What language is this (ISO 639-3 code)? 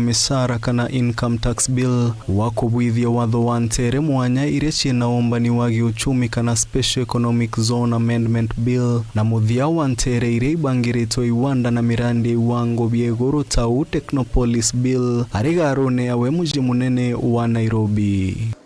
mer